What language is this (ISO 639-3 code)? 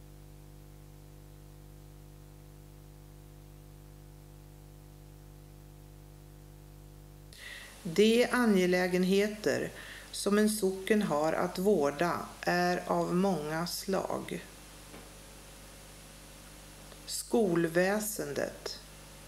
swe